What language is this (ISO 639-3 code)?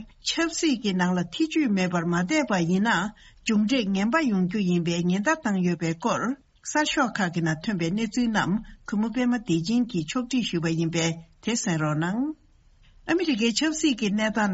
bod